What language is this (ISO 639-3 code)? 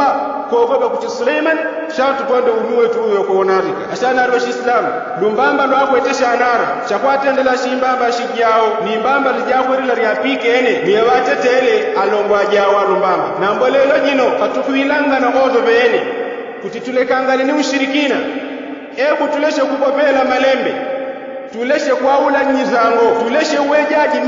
yao